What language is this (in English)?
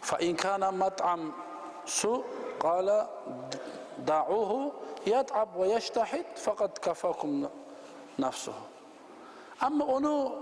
Kumyk